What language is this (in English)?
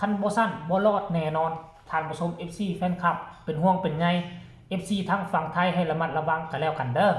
Northeastern Thai